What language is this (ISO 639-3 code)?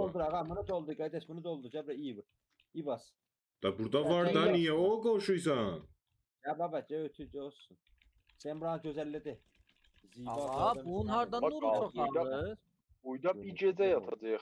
azb